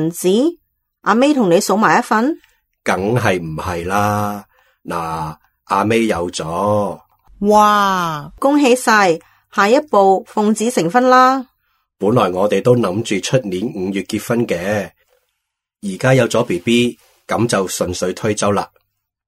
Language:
Cantonese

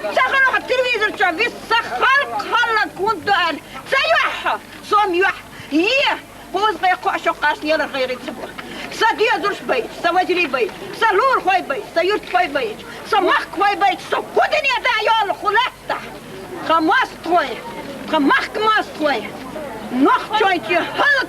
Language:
Chechen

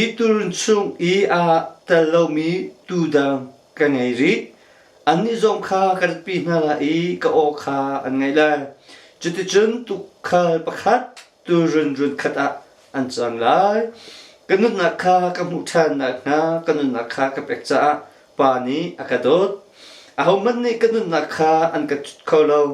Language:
Hakha Chin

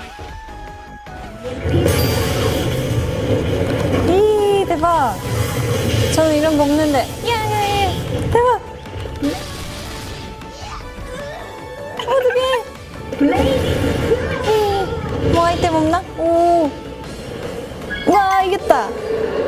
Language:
Korean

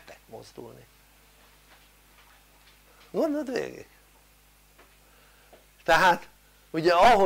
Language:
Hungarian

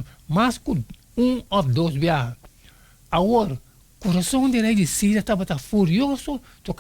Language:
Papiamento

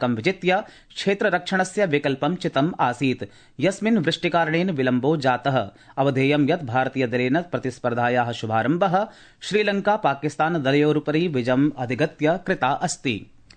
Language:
Sanskrit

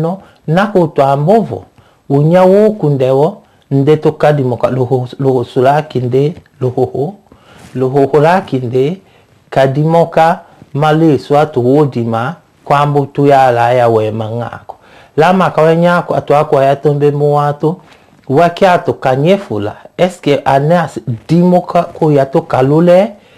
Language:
Tetela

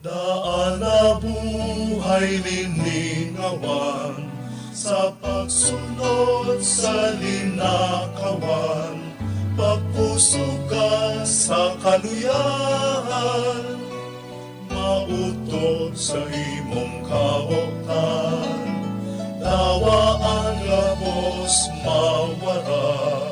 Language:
Bikol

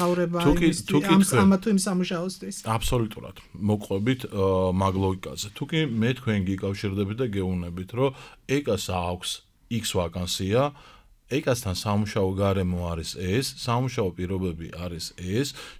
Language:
Georgian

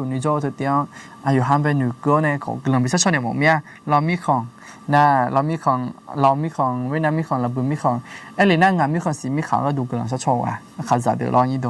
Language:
Akha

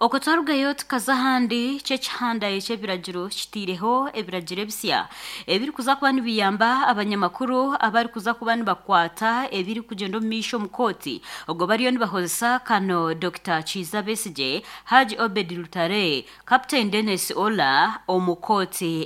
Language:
Nyankole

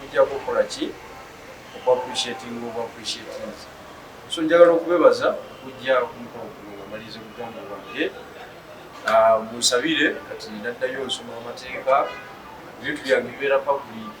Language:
Ganda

